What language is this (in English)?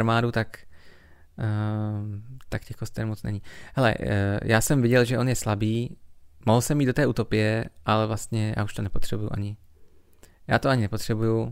Czech